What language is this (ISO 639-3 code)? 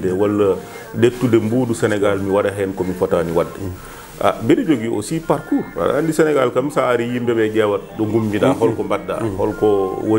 ful